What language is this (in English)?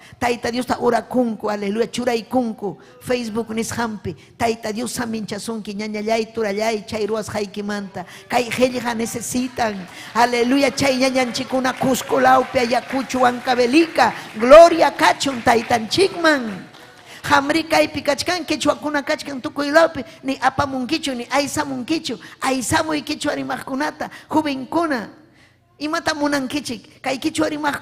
Ayacucho Quechua